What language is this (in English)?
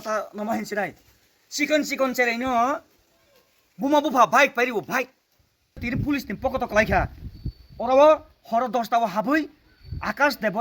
Kok Borok